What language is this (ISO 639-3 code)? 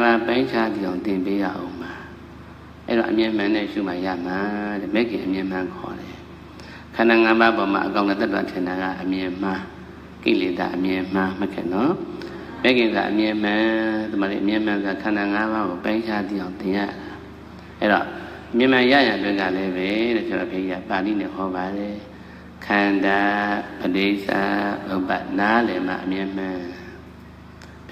mya